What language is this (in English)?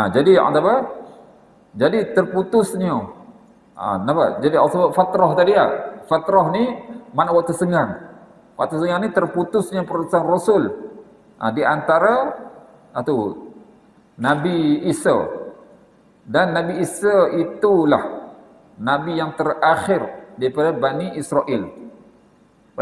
Malay